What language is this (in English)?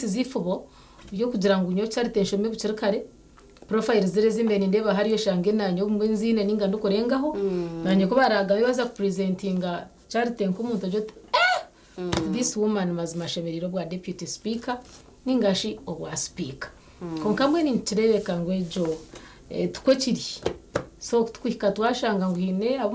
Nyankole